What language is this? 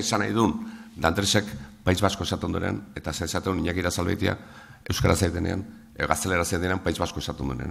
Basque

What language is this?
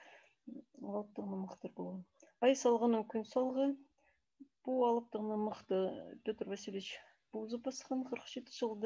Khakas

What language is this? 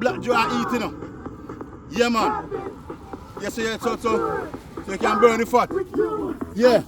Jamaican Creole English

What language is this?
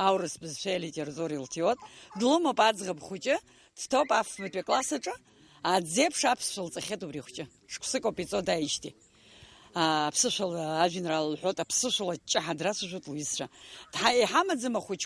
Abkhazian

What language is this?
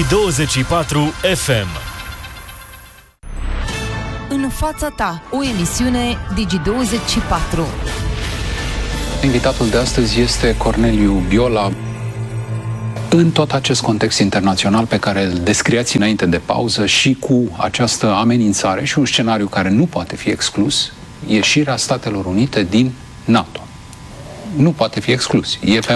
Romanian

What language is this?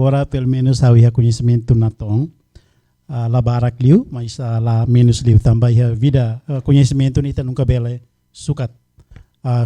Tetum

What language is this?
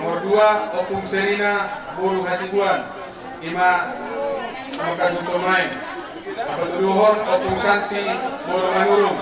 Batak Toba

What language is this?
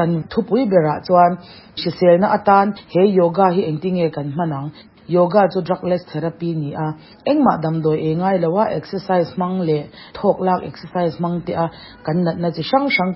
Mizo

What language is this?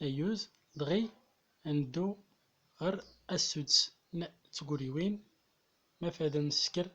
Central Atlas Tamazight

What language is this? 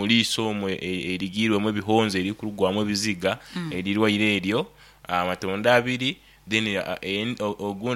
Nyankole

